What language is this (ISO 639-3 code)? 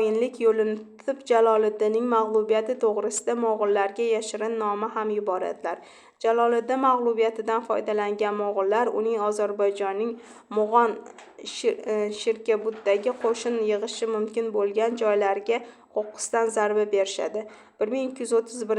uzb